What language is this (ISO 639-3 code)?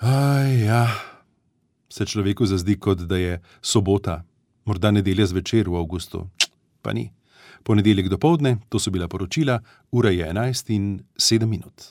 slv